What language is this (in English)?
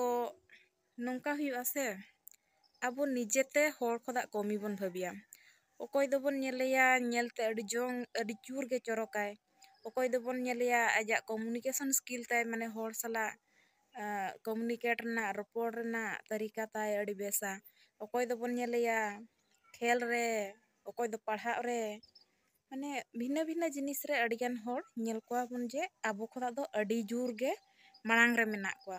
Santali